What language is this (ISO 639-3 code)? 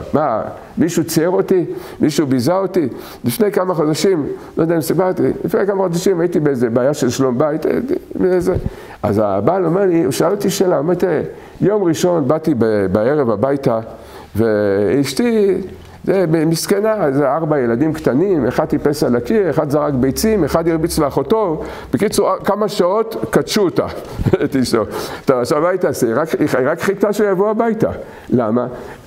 heb